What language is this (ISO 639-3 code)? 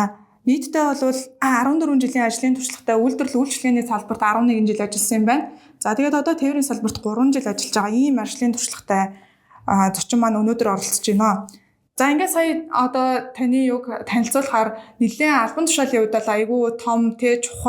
mon